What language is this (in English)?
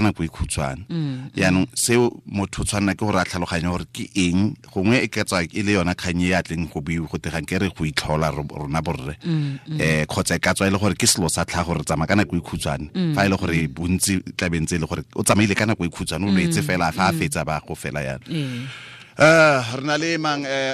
Tswana